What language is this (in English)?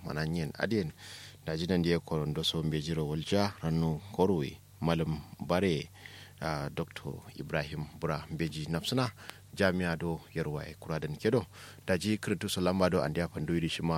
Kanuri